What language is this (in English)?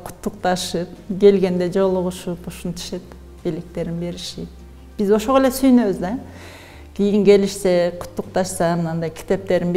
Kyrgyz